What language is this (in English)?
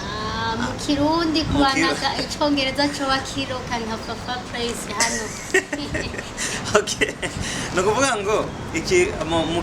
Rundi